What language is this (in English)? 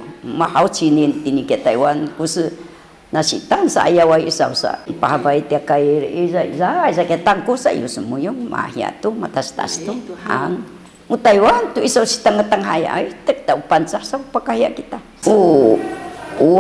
Sakizaya